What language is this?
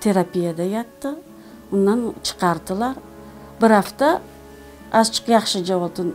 Crimean Tatar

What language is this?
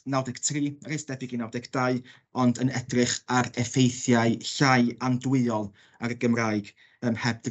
Welsh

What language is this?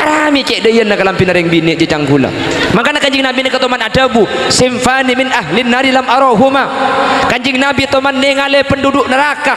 Madurese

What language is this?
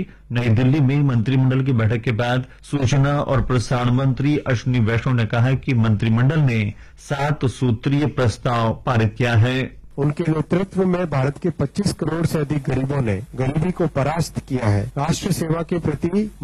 Hindi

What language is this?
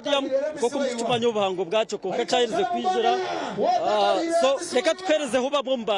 Nyankole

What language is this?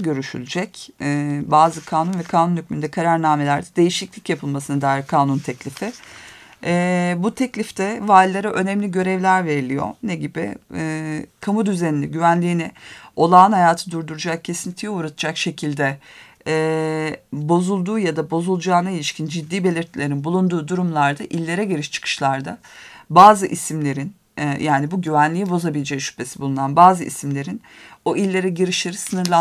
Turkish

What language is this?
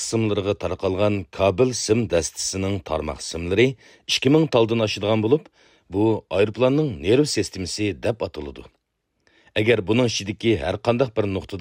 Uyghur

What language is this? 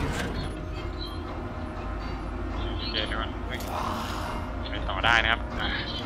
Thai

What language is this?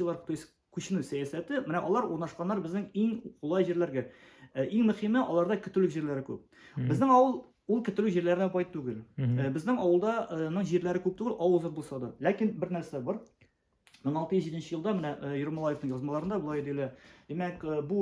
Tatar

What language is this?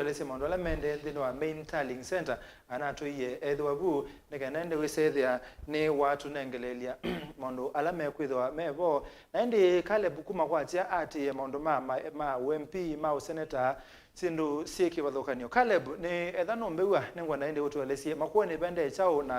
Kamba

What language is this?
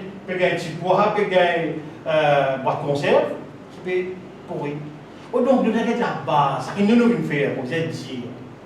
Morisyen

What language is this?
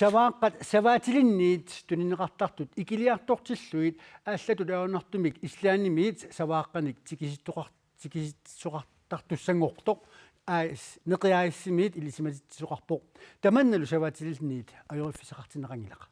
Kalaallisut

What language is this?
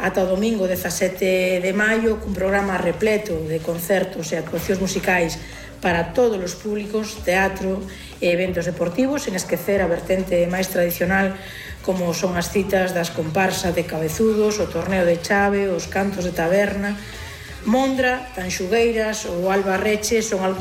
Galician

